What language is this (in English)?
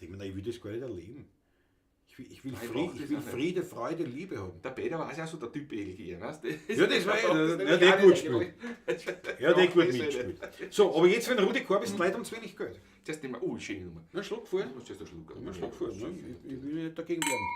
Bavarian